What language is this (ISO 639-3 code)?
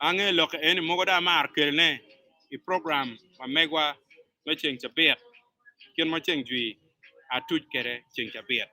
ach